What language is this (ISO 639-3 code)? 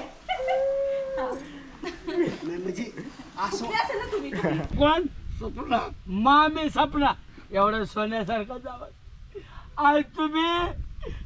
mar